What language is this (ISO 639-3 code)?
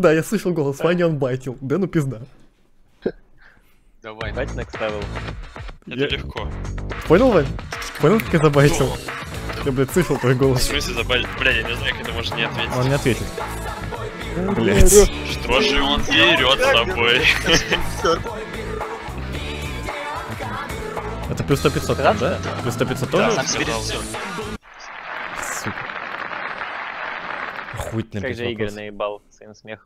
rus